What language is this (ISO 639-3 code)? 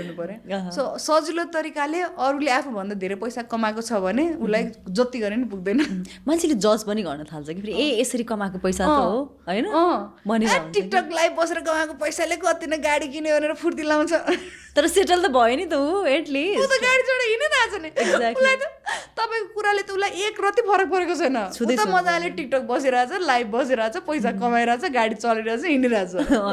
nep